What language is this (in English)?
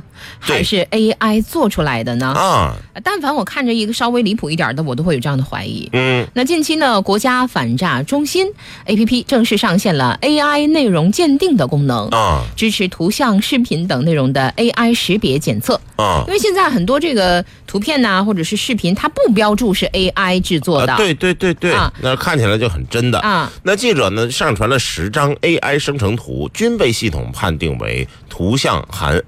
Chinese